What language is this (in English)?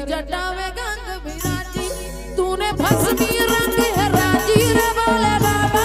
Chhattisgarhi